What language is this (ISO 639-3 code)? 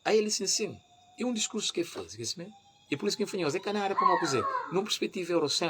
kea